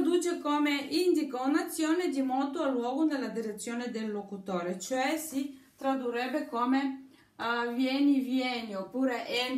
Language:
Italian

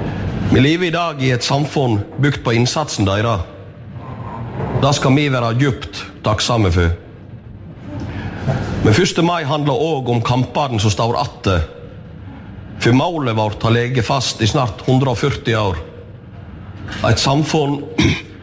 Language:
Norwegian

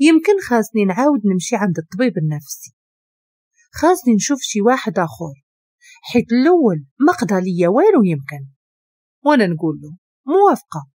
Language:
Moroccan Arabic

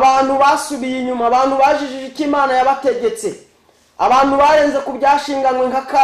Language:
Kinyarwanda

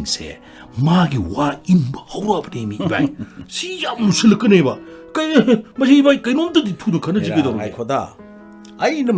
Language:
Manipuri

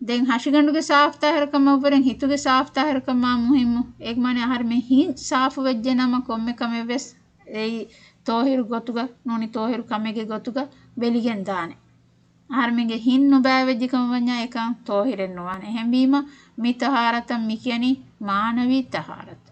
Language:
Divehi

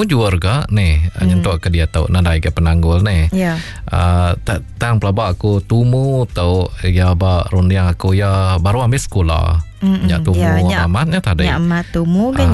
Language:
Iban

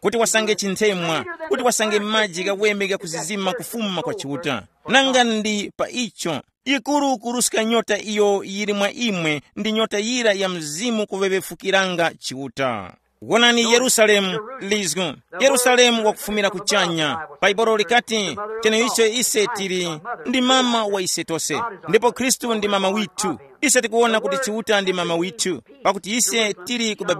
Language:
Tumbuka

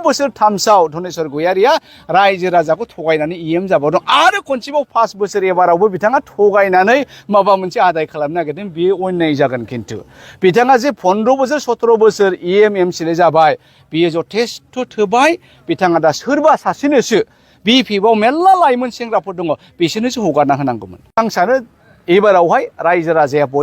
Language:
Bodo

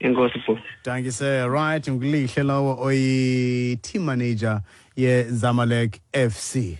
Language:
Xhosa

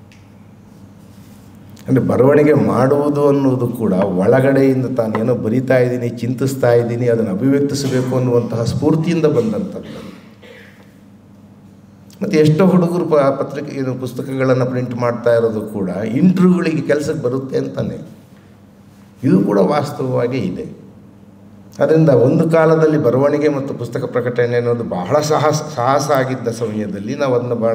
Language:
Kannada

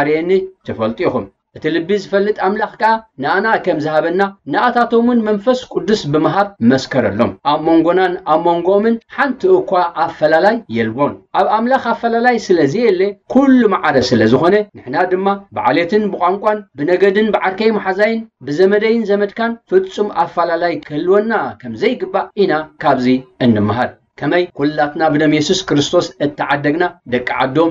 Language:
Tigrinya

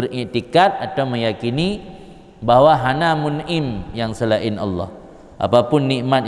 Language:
Achinese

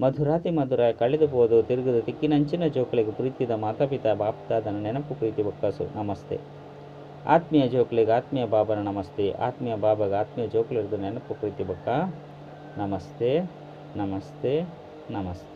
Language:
Tulu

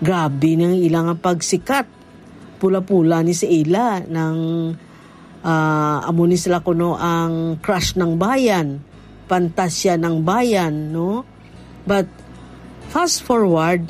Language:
Hiligaynon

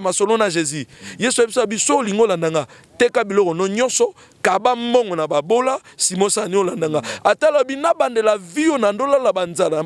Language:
Lingala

